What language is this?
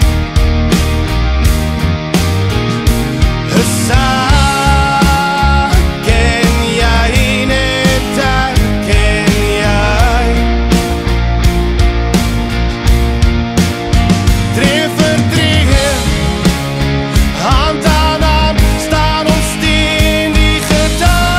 Afrikaans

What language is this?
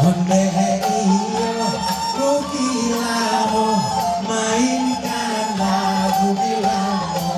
Minangkabau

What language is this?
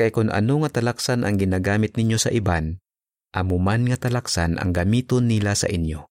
Hiligaynon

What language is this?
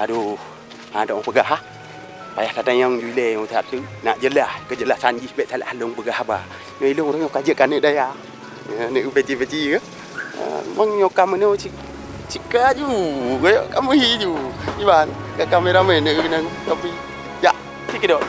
Achinese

